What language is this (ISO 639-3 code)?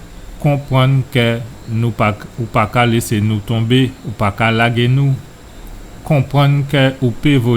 gcf